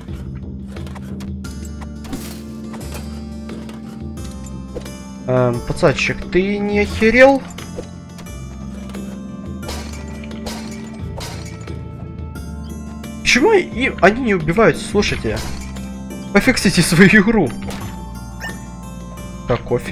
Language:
Russian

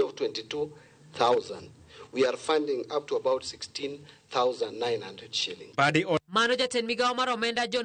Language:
Luo (Kenya and Tanzania)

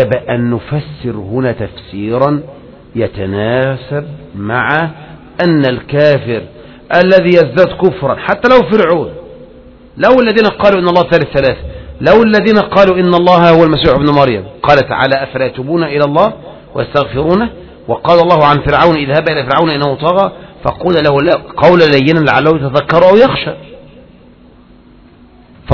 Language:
Arabic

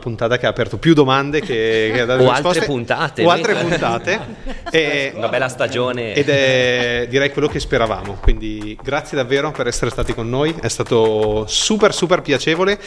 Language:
Italian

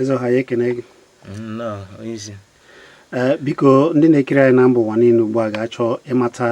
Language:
Igbo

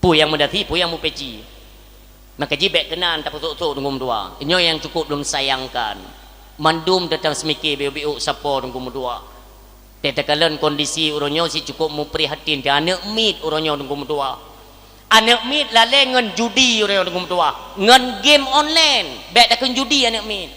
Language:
Achinese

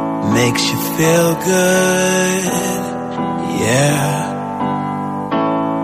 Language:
Greek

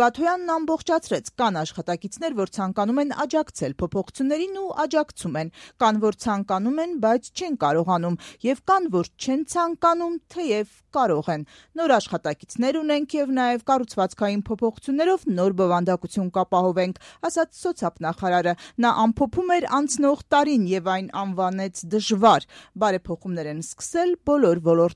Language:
Armenian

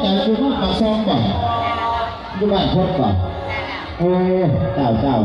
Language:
Lao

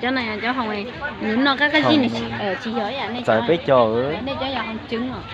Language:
Hmong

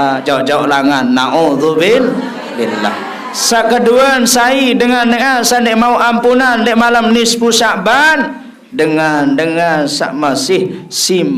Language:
Sasak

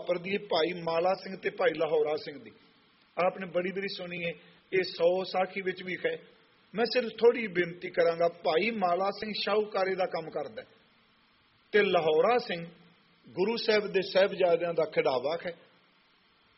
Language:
Punjabi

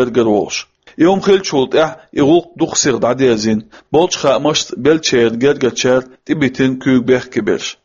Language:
Chechen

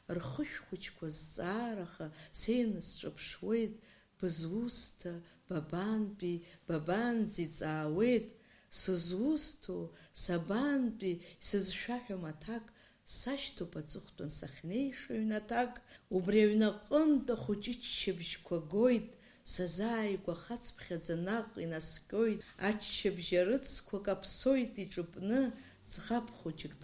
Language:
Abkhazian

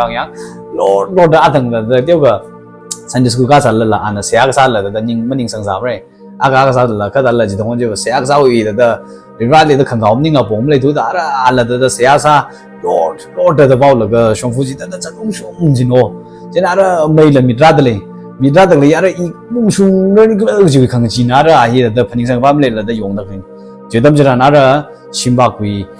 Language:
Tangkhul Naga (India)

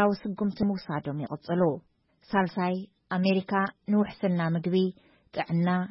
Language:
Tigrinya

